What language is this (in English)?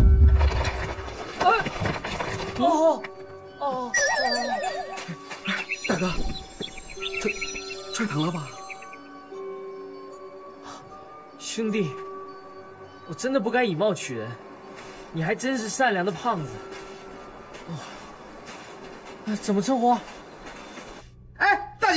Chinese